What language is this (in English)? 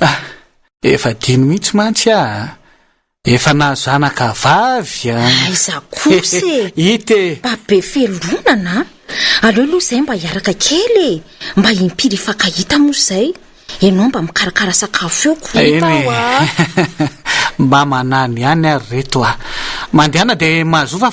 Malagasy